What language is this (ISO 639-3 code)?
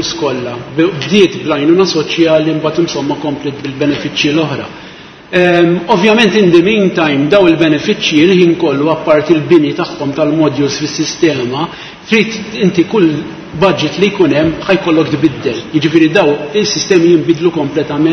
mlt